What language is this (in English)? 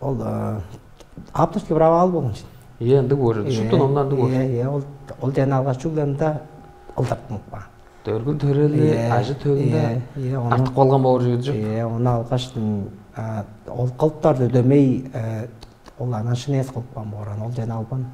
Tuvinian